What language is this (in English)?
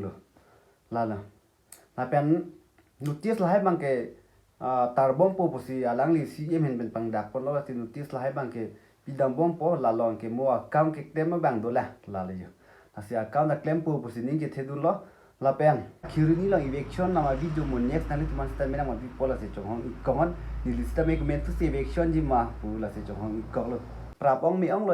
Karbi